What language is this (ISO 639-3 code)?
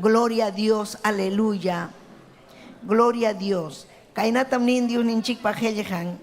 quy